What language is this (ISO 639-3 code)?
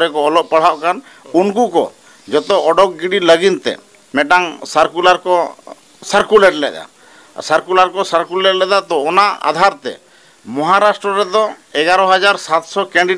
sat